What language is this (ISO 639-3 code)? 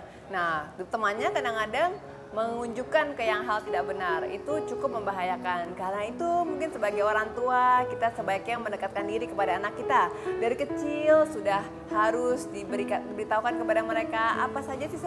ind